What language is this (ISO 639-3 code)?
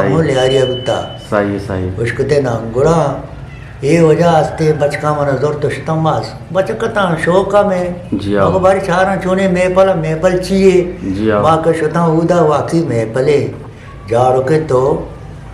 bgp